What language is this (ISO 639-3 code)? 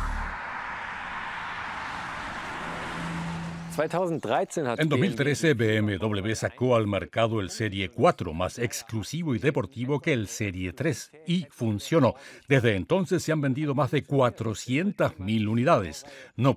spa